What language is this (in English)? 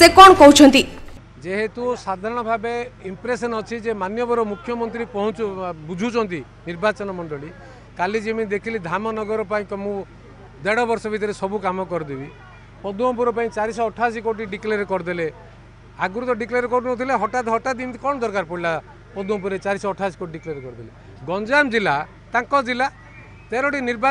Odia